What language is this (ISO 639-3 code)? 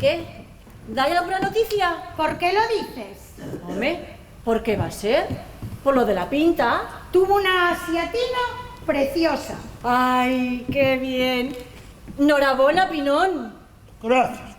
ast